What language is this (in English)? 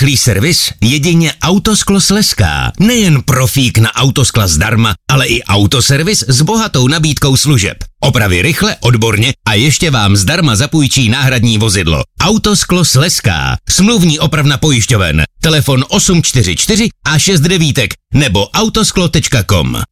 Czech